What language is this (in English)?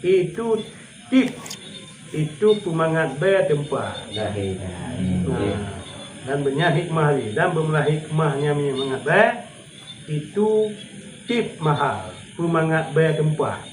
Achinese